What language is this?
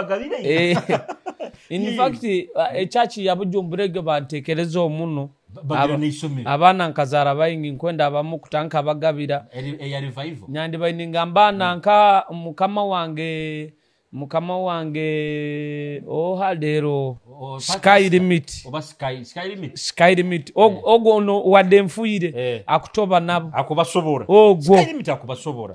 Nyoro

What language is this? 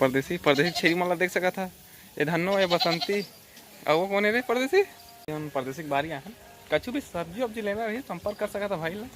Chhattisgarhi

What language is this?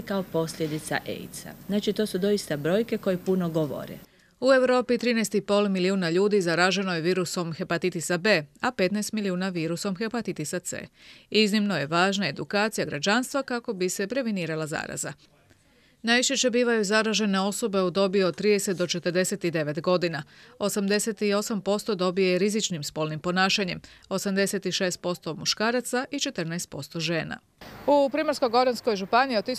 Croatian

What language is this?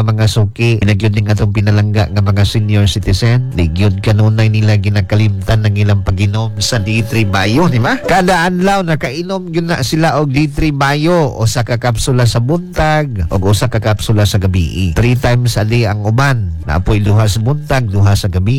Cebuano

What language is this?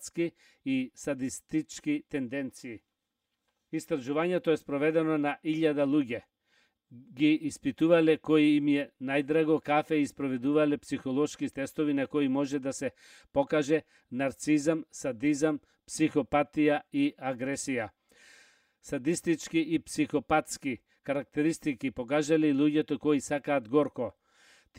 Macedonian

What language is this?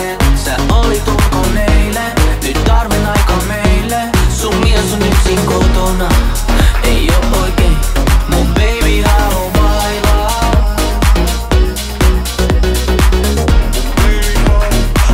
Finnish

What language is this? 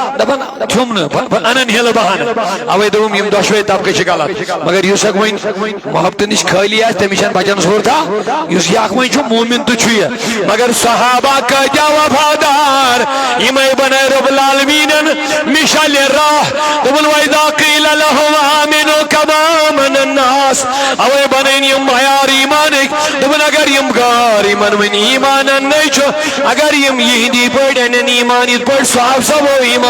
Kashmiri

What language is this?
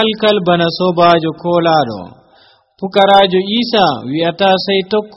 Nigerian Fulfulde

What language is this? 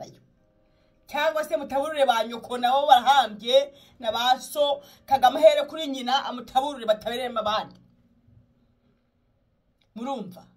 Kinyarwanda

